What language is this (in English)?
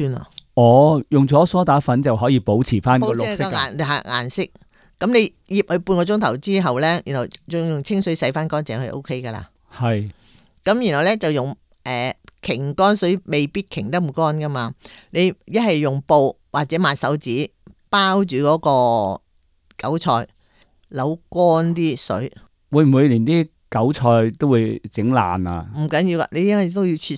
Cantonese